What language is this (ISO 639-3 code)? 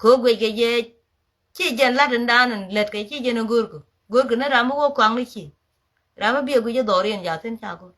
nus